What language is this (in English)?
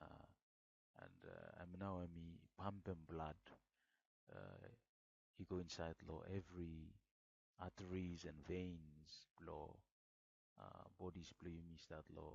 Bislama